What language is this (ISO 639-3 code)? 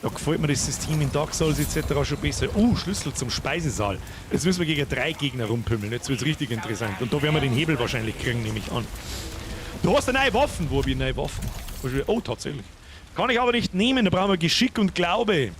bar